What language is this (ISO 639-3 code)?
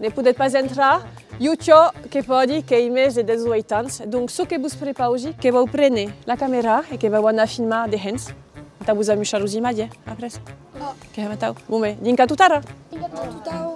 oci